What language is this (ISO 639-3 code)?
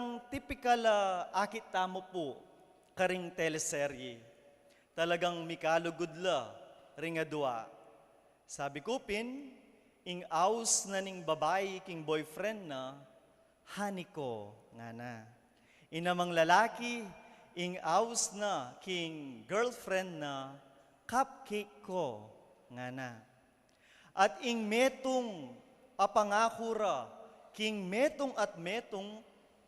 pam